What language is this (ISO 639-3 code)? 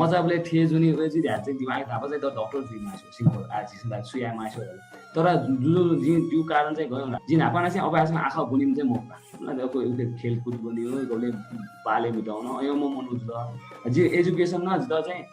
new